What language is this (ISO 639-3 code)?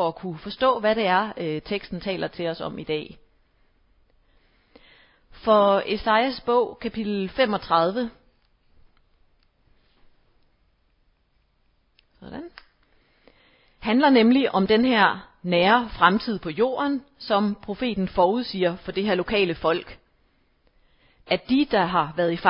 dan